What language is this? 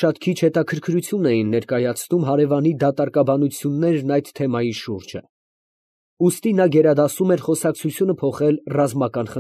Armenian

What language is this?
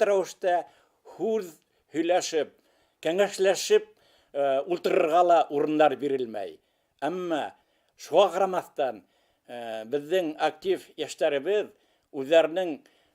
Bashkir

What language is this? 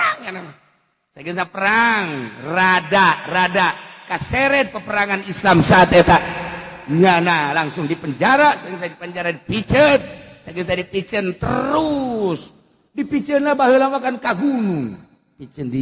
Sundanese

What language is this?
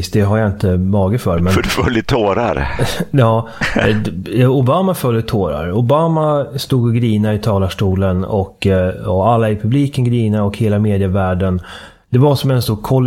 Swedish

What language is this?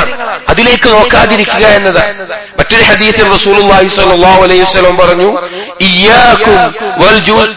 Malayalam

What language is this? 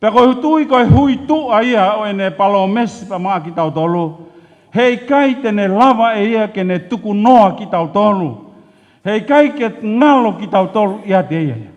Tongan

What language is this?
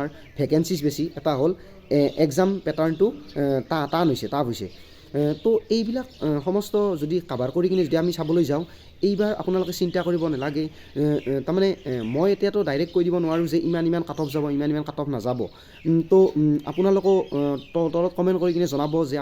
Assamese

